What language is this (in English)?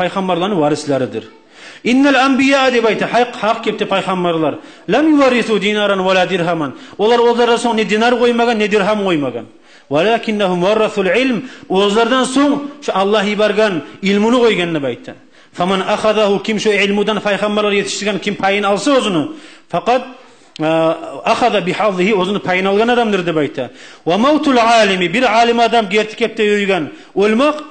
Kumyk